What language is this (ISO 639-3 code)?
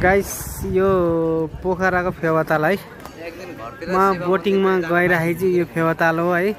nep